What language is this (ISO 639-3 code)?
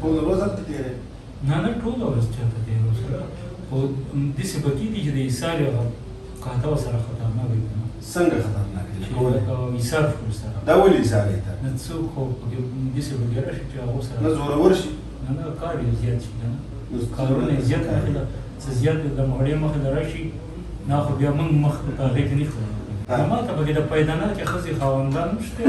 pus